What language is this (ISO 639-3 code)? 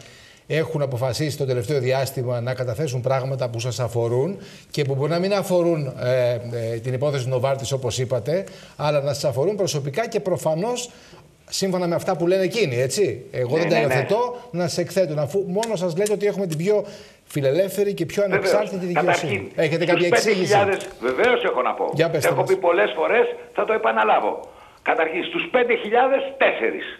ell